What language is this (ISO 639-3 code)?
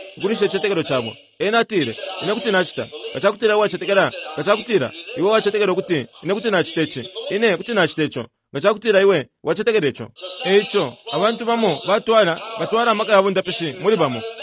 bem